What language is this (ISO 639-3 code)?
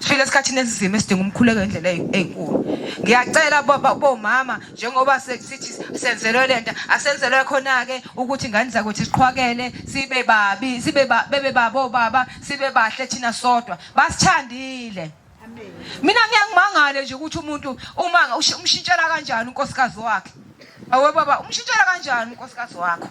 zul